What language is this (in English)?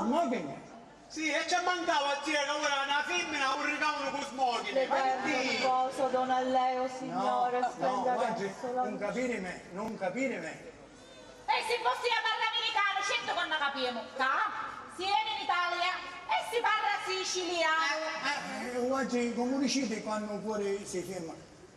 Sicilian